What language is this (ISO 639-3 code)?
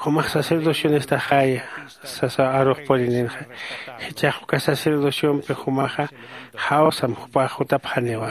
aym